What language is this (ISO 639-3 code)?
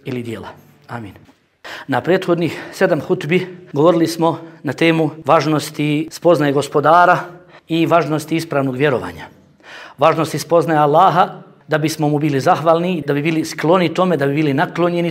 bos